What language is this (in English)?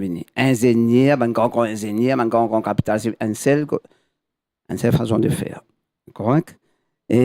Morisyen